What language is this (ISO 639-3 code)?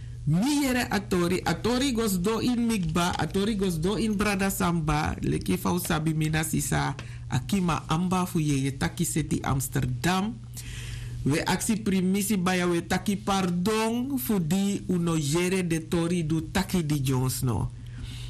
srn